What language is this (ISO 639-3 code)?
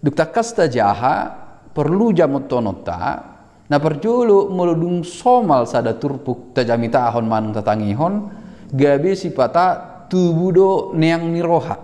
bbc